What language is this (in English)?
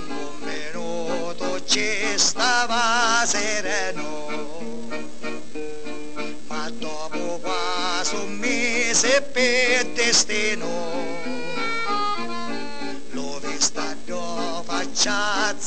Italian